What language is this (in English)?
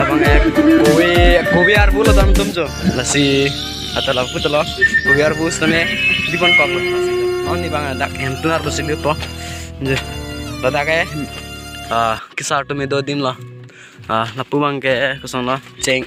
Karbi